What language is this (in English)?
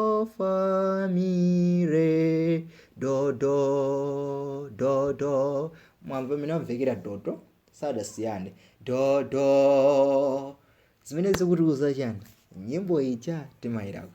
Nyanja